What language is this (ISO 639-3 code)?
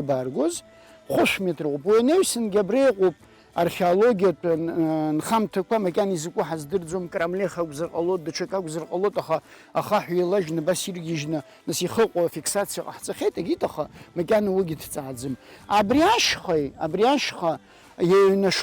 abk